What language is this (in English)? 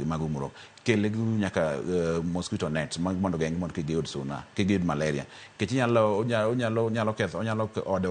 Luo (Kenya and Tanzania)